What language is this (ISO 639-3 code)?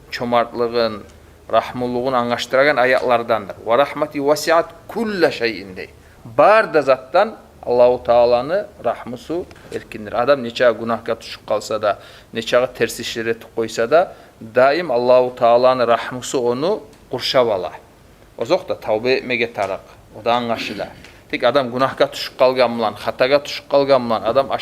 kum